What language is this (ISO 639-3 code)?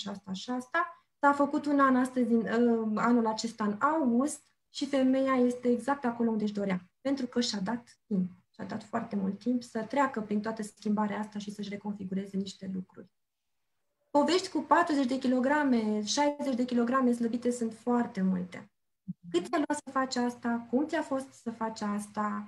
ron